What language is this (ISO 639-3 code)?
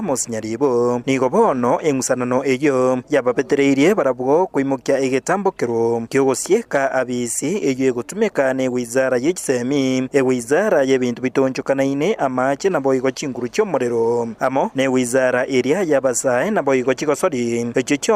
guz